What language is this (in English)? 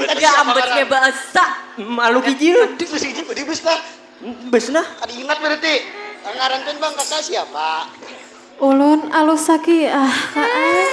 Banjar